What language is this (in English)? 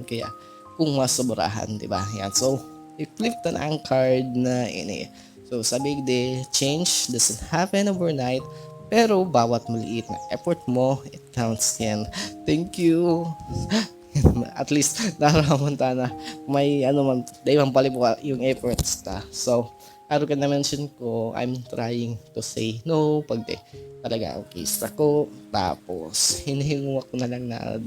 Bikol